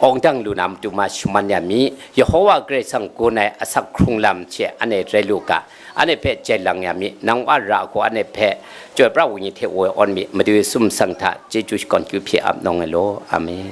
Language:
Kachin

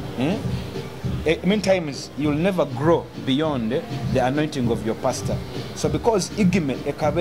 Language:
Nyoro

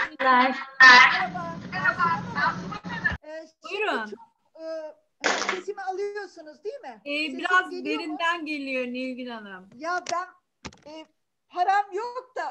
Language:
Turkish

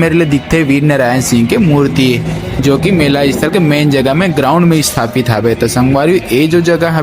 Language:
Chhattisgarhi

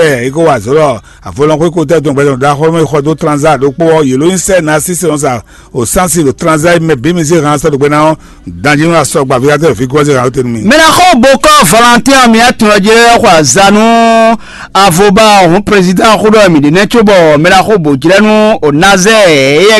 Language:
Fon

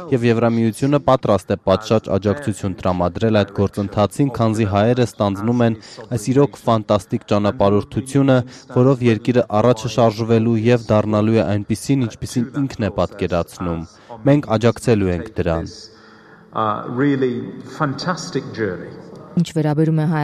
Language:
Armenian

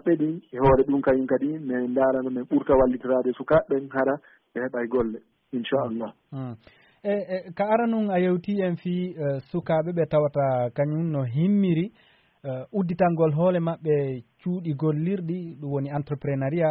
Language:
Fula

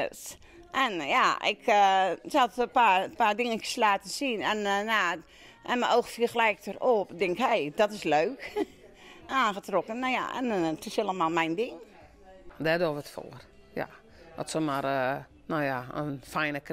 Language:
Western Frisian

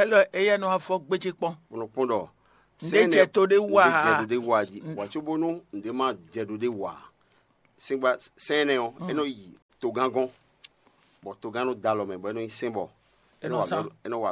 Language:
Fon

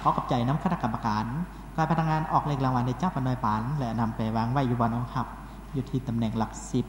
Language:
Lao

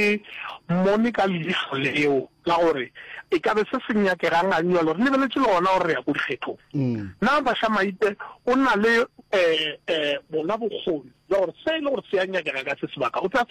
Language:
Northern Sotho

